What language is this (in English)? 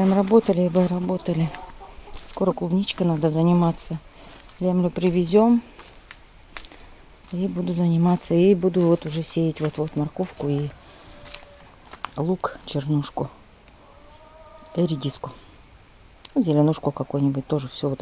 Russian